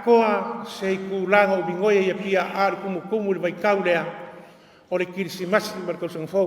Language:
Samoan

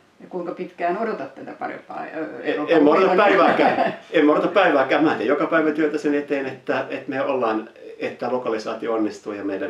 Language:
Finnish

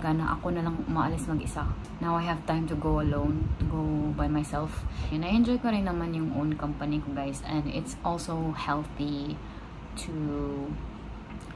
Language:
Filipino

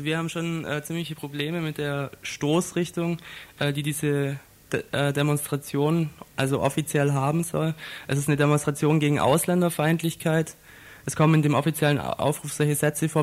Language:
German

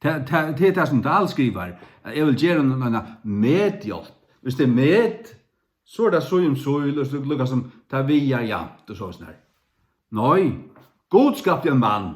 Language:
Faroese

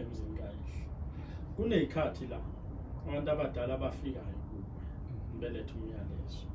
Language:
Zulu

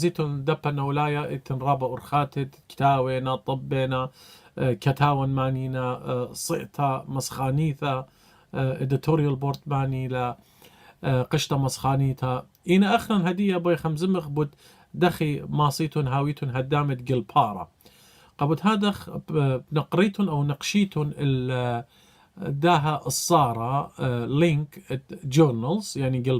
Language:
Assyrian Neo-Aramaic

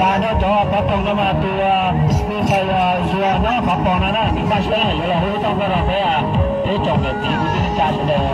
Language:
Hmong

